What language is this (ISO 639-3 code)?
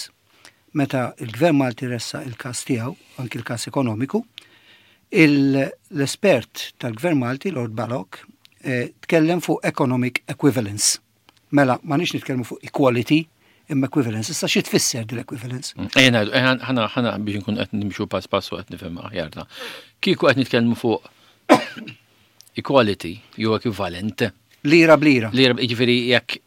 mlt